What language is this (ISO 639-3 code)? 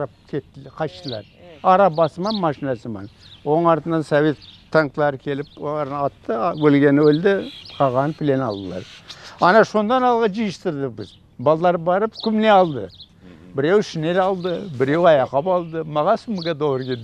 crh